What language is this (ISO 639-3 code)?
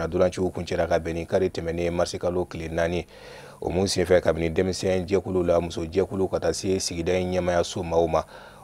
bam